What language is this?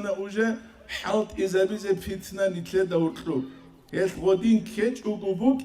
Avaric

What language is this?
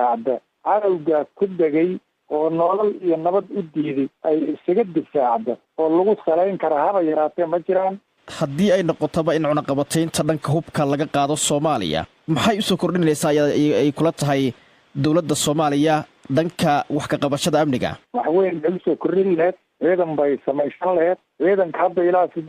Somali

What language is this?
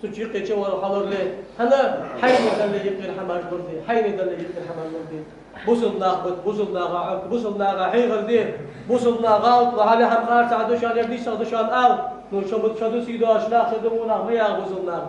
Ingush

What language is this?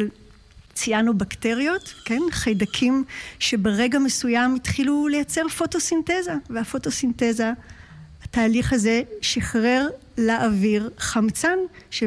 Hebrew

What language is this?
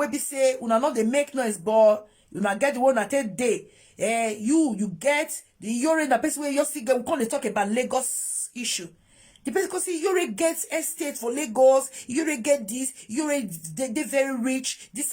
Nigerian Pidgin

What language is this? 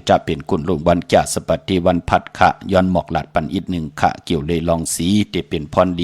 Shan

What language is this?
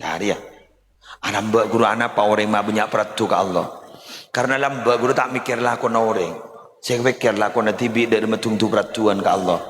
Madurese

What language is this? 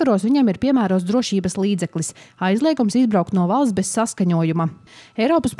Latvian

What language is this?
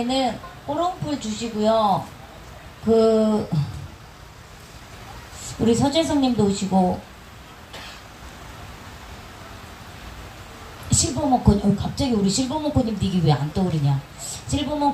Korean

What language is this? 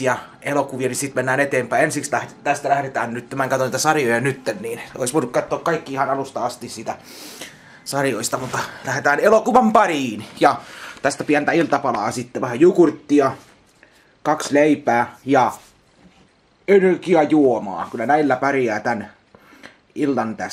Finnish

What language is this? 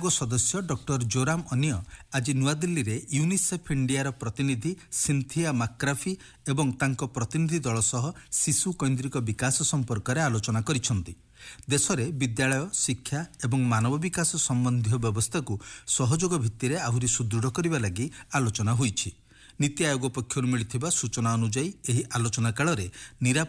Odia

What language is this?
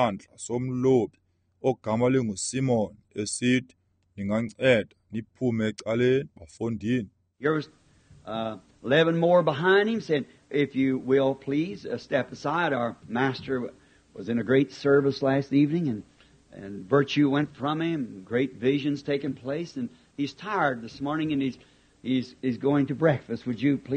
Xhosa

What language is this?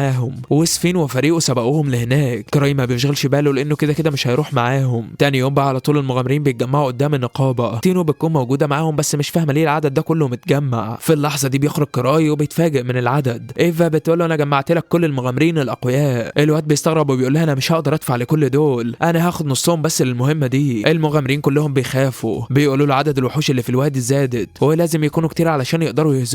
Egyptian Arabic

